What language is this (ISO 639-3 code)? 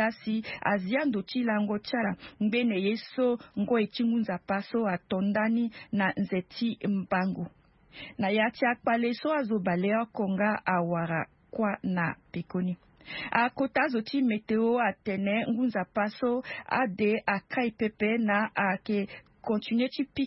sag